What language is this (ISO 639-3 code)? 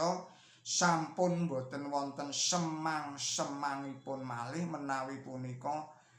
jav